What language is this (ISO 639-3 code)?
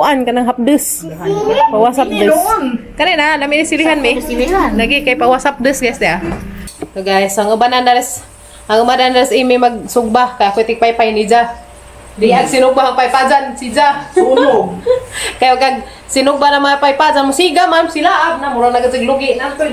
ceb